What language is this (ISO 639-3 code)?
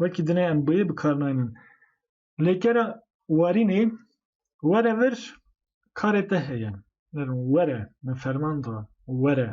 kur